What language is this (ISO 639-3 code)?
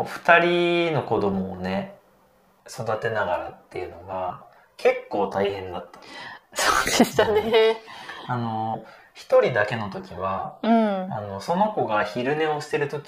jpn